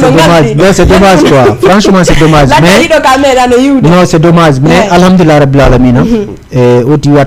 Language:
Fula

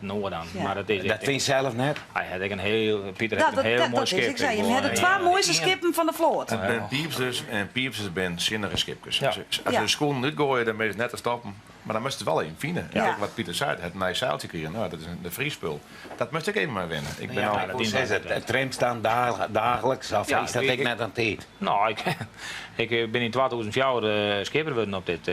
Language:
Western Frisian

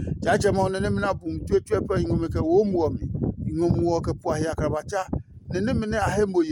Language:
Adangme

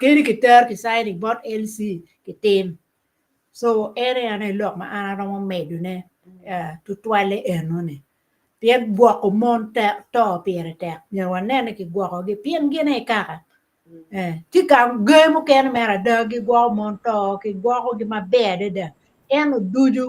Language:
Acoli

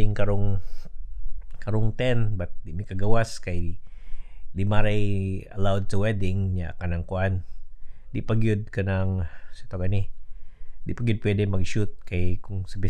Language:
Cebuano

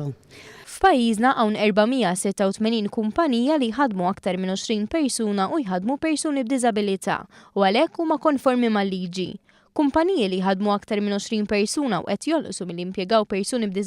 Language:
Maltese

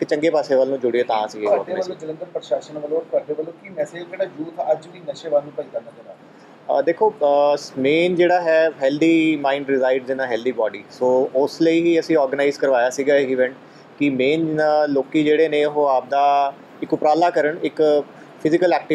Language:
Punjabi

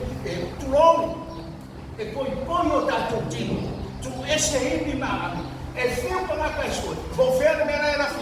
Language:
Samoan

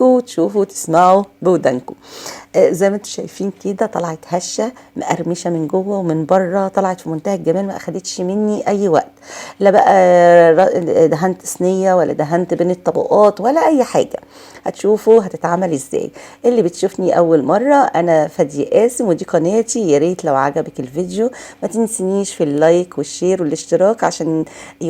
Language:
Egyptian Arabic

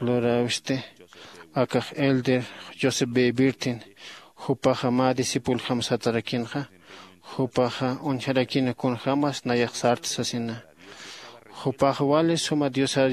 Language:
Aymara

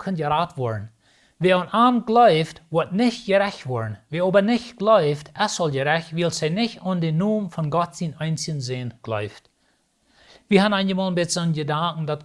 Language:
Plautdietsch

